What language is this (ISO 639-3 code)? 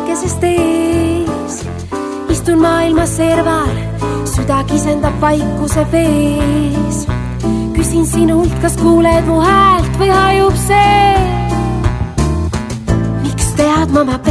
est